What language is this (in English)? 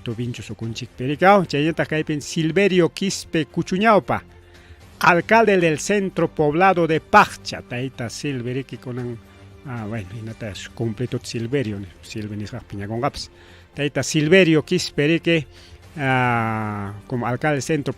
Ayacucho Quechua